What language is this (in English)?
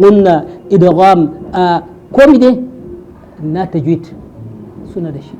Hausa